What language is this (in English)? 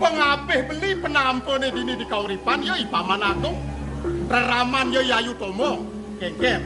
Balinese